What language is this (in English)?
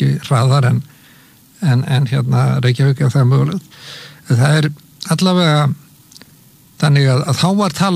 Icelandic